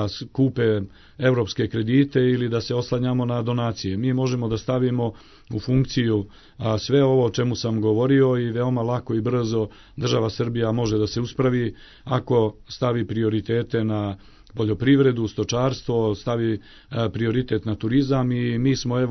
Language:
Serbian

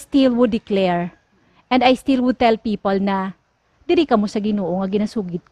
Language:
Hiligaynon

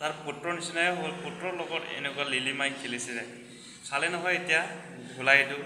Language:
Assamese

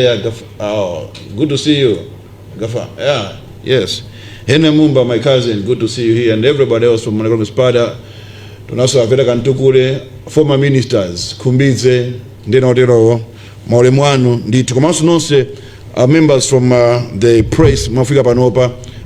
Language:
Nyanja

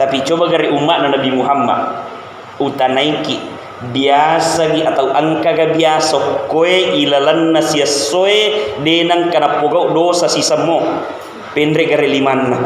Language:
Buginese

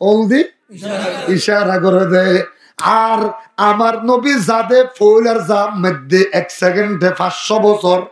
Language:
Rohingya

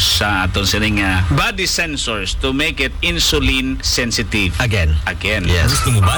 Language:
Hiligaynon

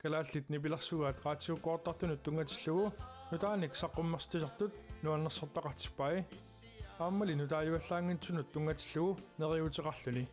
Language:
Kalaallisut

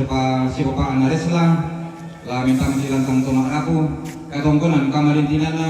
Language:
Toraja-Sa'dan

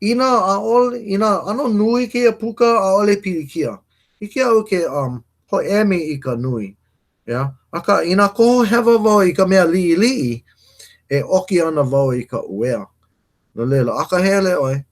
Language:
Hawaiian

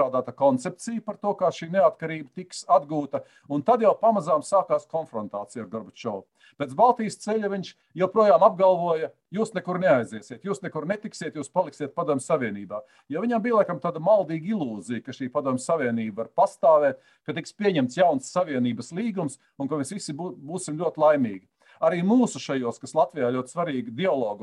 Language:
Latvian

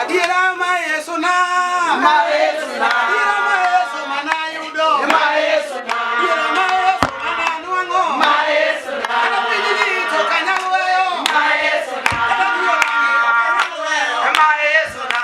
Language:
Luo (Kenya and Tanzania)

